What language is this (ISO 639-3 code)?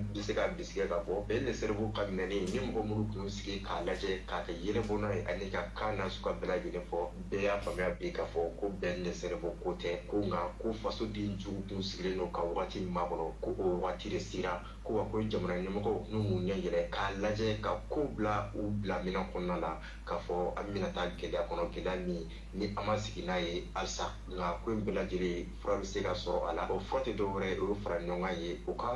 bam